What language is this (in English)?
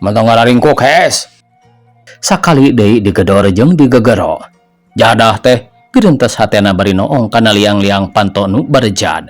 Sundanese